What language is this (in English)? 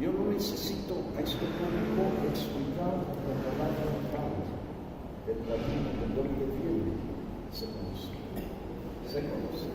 Ladino